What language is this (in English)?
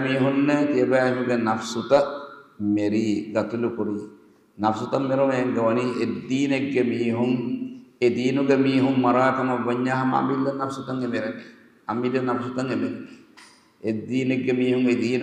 Divehi